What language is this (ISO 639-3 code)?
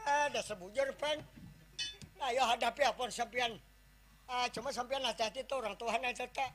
bjn